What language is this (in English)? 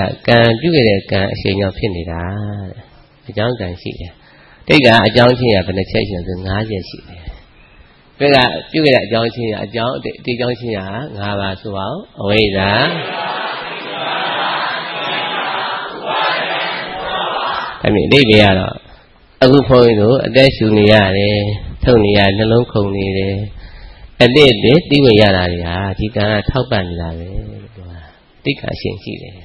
Burmese